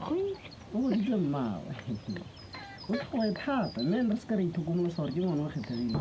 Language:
Tswana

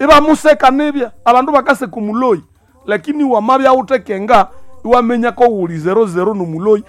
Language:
Nande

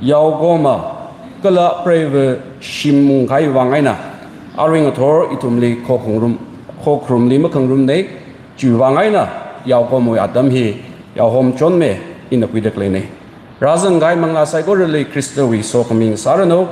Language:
Tangkhul Naga (India)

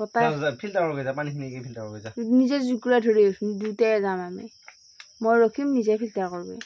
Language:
Assamese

